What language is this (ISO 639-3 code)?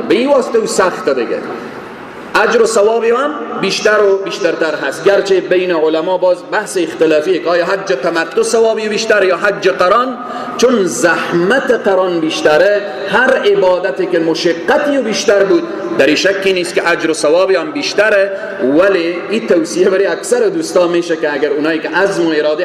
fas